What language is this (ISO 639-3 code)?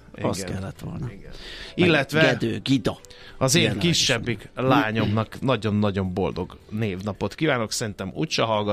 hun